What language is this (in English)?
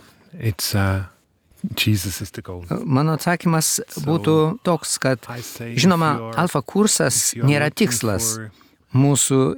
Lithuanian